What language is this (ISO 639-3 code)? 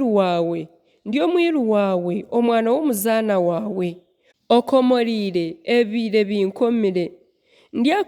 nyn